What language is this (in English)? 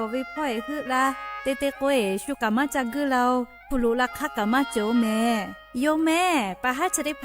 Lahu